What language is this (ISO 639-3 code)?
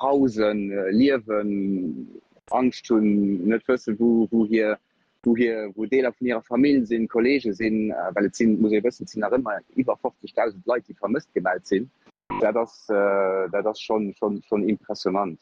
ltz